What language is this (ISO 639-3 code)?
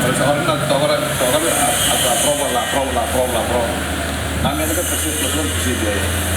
tet